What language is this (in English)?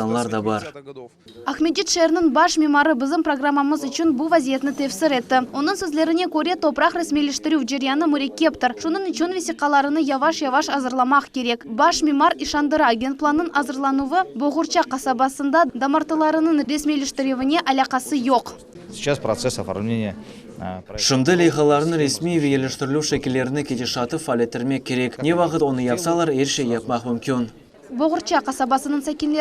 Crimean Tatar